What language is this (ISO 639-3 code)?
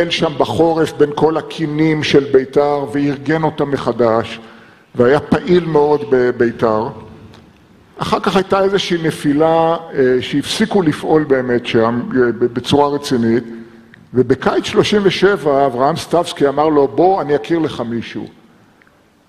heb